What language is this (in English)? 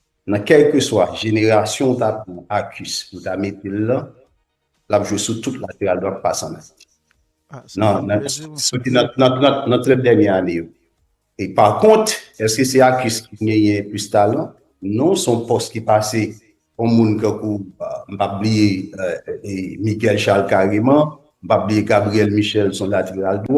Haitian Creole